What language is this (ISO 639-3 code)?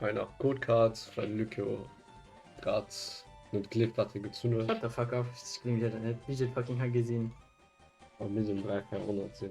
ltz